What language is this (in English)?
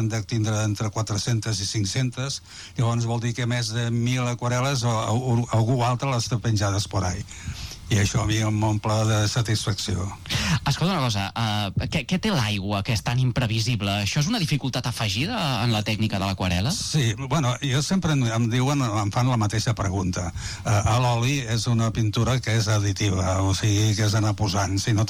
Catalan